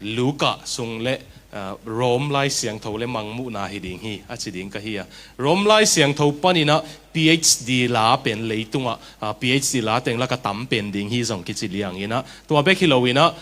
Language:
Tedim Chin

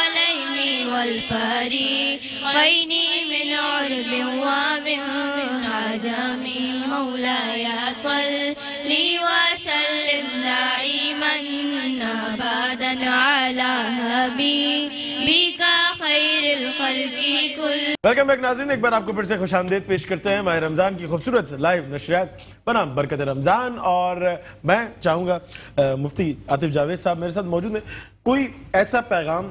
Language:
Urdu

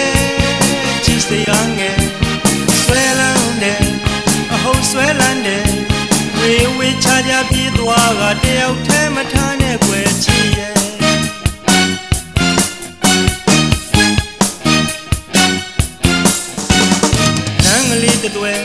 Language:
Burmese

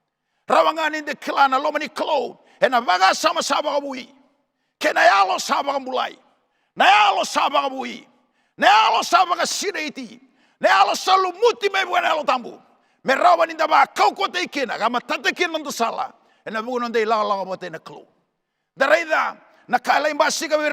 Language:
Fijian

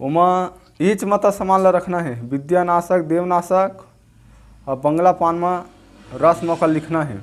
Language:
Chhattisgarhi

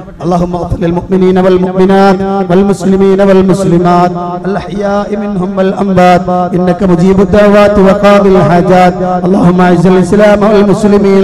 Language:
Malayalam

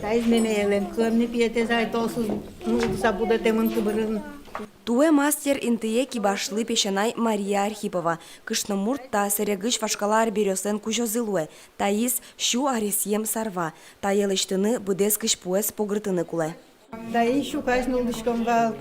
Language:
Udmurt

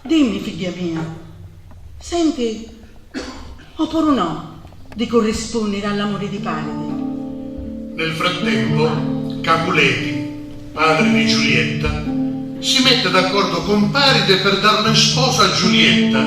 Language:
Sicilian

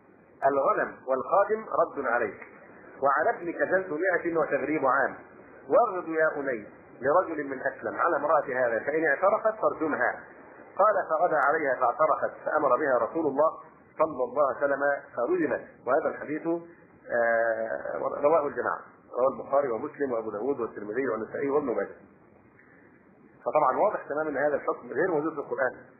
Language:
Arabic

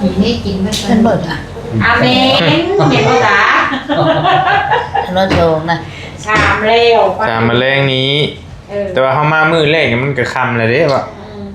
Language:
Northeastern Thai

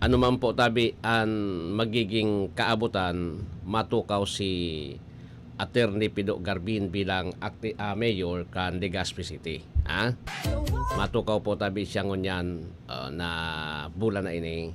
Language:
Bikol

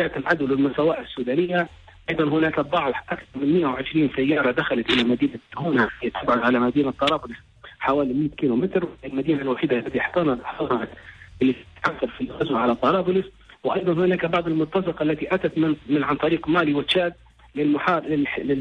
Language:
Tunisian Arabic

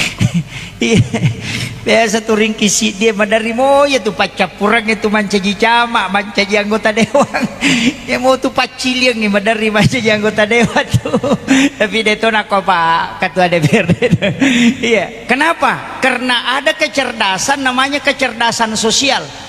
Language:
Buginese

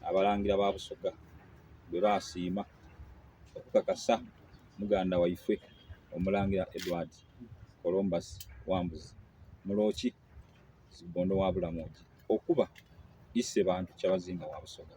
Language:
Soga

